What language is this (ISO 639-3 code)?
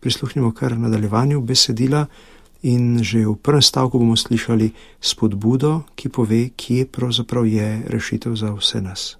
slv